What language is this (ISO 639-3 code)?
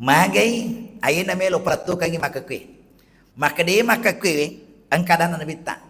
bug